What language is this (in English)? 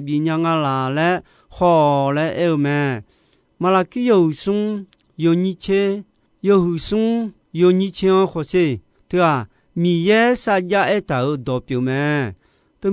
Akha